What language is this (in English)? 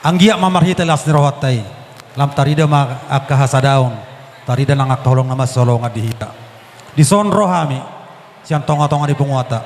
Batak Toba